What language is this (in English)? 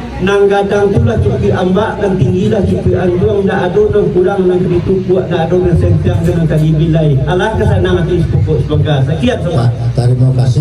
Minangkabau